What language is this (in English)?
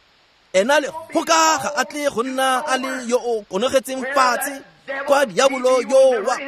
Tswana